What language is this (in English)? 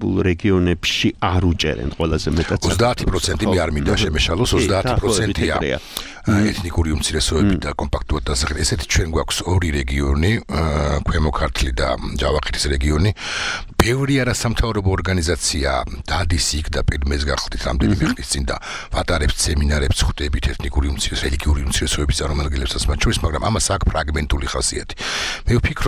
Georgian